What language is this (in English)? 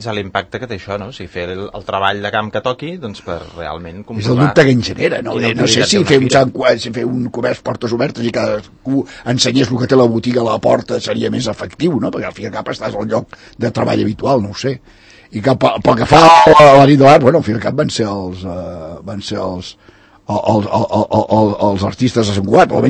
Catalan